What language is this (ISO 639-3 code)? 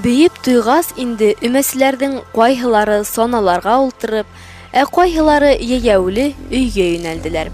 bak